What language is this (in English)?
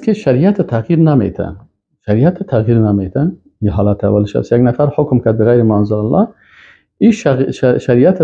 Persian